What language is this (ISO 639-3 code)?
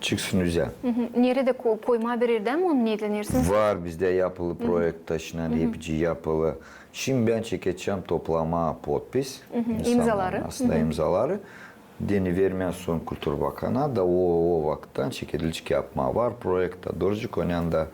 gag